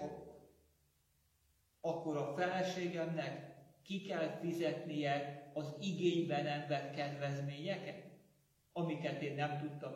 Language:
Hungarian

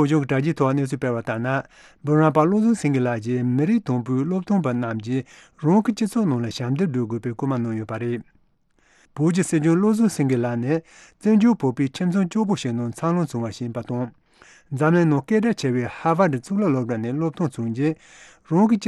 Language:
Tibetan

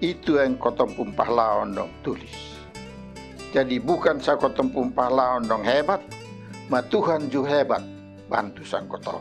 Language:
Kupang Malay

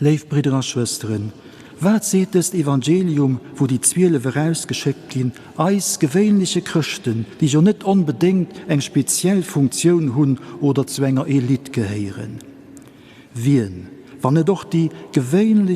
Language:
Luxembourgish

